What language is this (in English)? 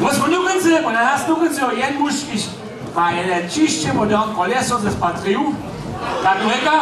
Upper Sorbian